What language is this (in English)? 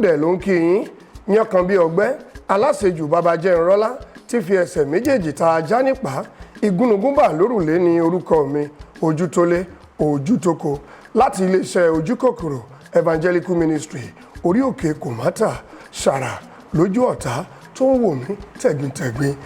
Yoruba